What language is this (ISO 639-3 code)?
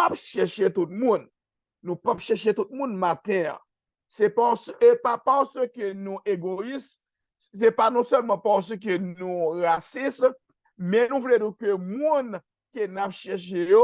hat